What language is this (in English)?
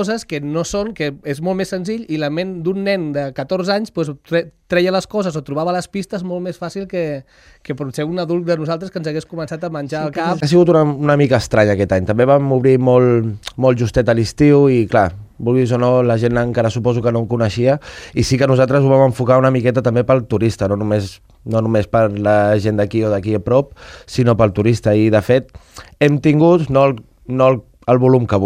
Catalan